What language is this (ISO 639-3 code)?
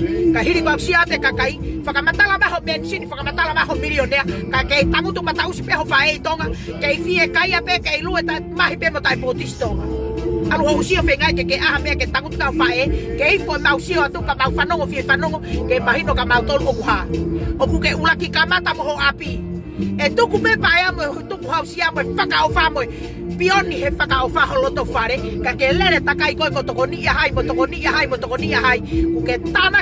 ton